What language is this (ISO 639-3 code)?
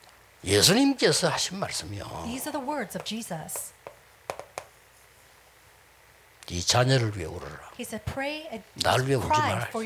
kor